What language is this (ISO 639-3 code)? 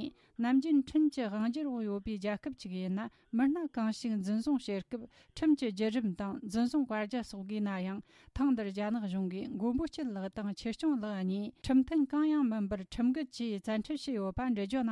bod